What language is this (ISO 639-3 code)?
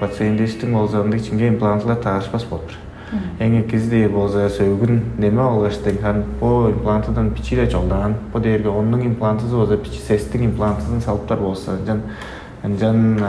tyv